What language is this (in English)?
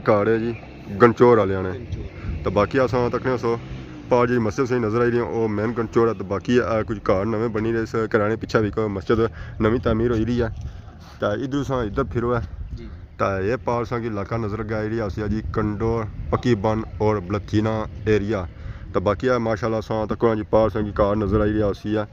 Pahari-Potwari